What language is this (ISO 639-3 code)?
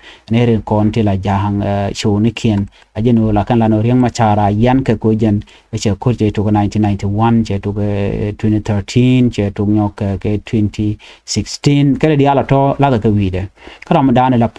nus